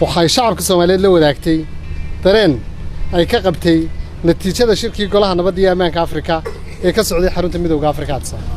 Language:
Somali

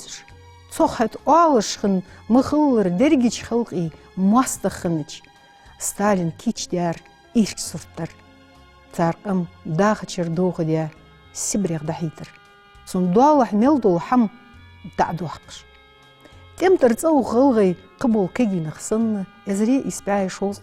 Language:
Ingush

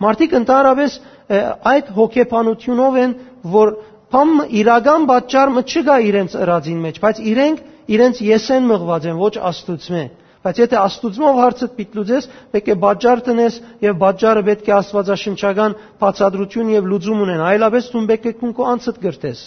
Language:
Western Armenian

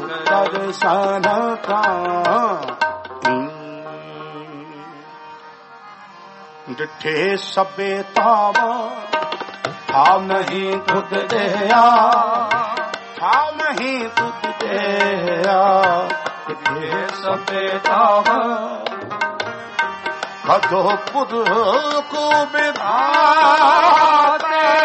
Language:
Punjabi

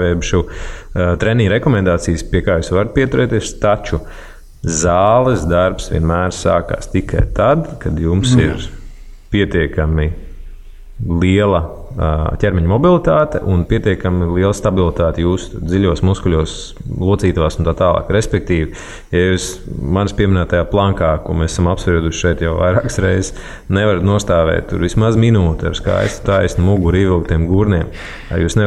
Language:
Latvian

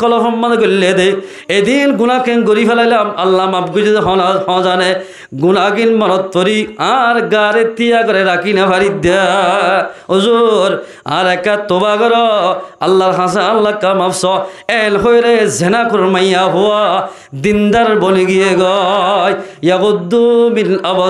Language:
Rohingya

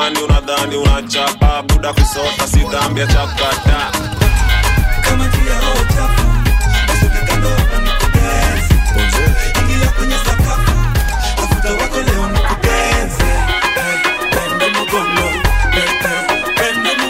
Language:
Swahili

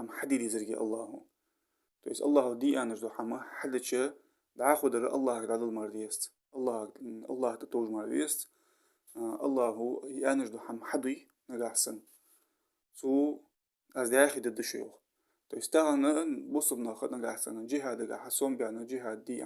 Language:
Ingush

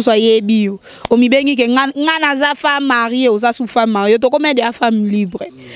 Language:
Lingala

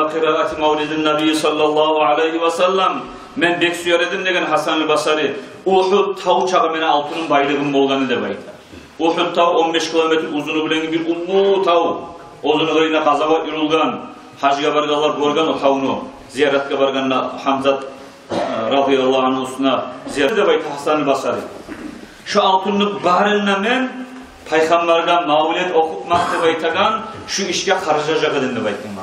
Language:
Kumyk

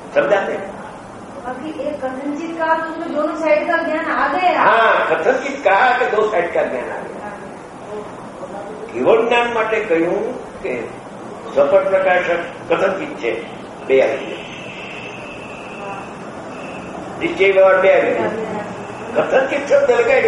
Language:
Gujarati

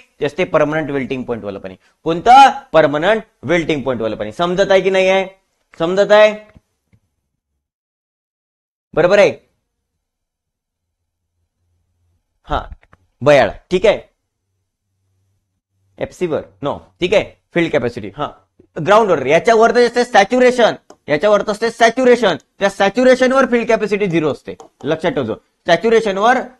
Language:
Marathi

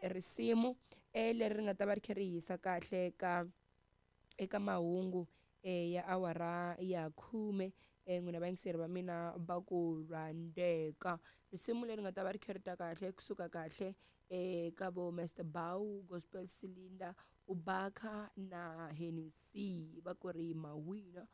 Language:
Tsonga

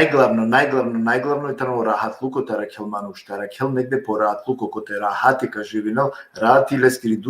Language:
Balkan Romani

